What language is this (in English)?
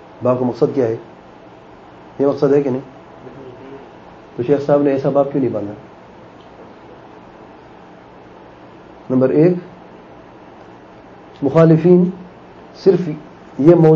Urdu